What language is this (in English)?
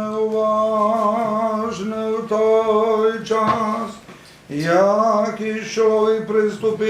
Rusyn